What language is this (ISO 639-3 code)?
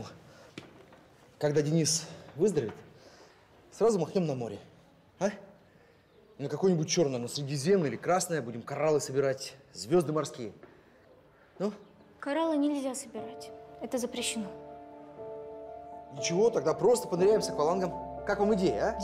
rus